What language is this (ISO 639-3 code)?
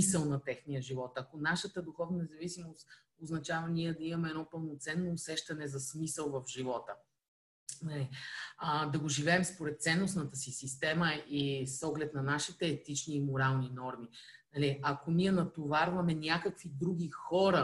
bul